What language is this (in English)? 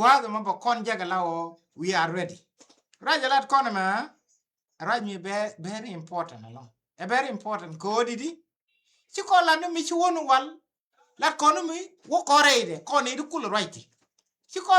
Nuer